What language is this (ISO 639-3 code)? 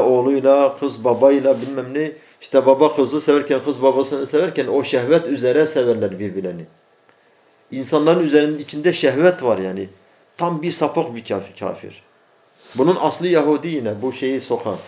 tur